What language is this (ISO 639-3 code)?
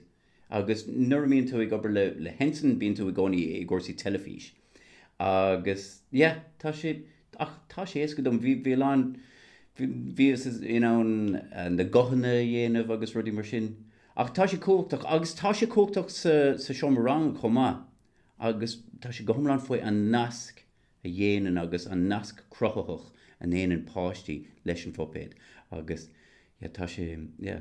gle